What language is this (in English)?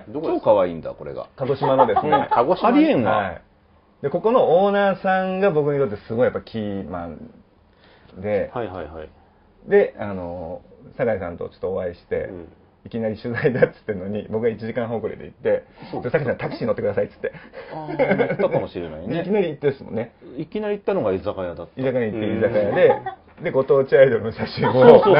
Japanese